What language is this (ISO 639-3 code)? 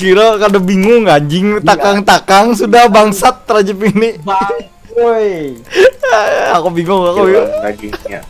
bjn